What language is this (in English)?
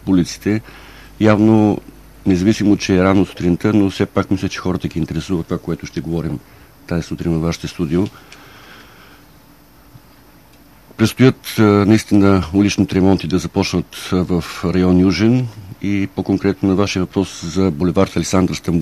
Bulgarian